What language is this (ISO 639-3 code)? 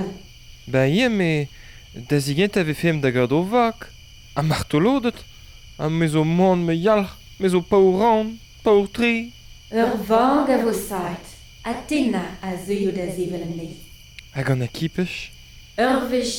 bre